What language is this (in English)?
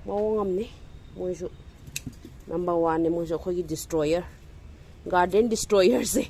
Manipuri